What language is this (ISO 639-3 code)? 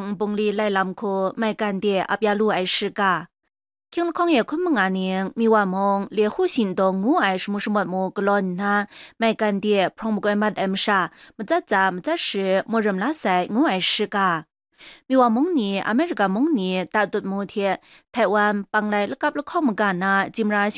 kac